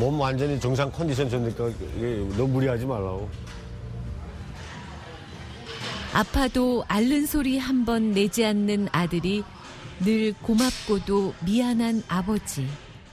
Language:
Korean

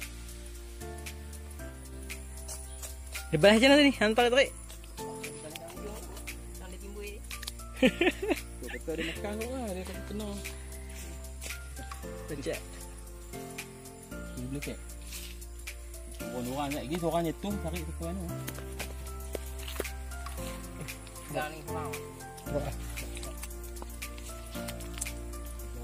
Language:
Malay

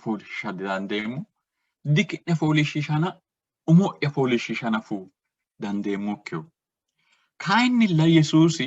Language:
Sidamo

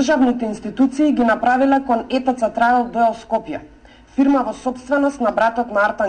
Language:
Macedonian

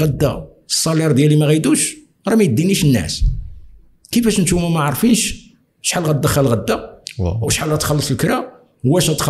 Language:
Moroccan Arabic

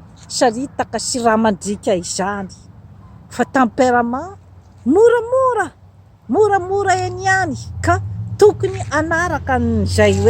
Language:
Malagasy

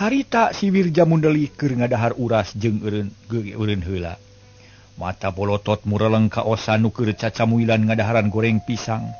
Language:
Sundanese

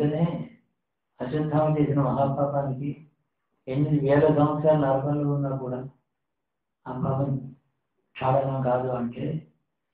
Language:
Telugu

